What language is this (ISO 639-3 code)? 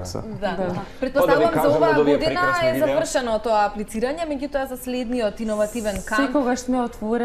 mkd